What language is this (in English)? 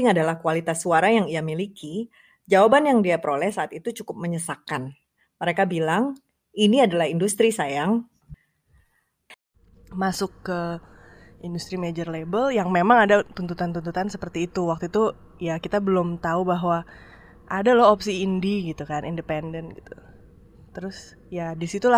Indonesian